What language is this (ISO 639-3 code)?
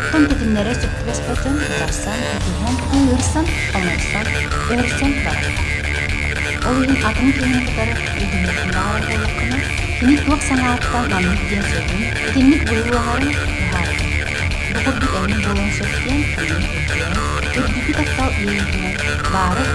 sah